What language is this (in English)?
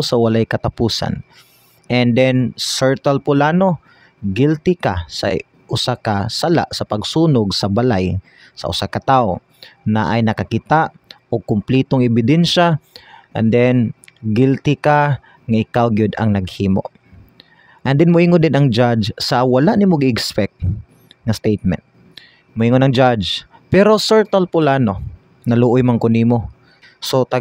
Cebuano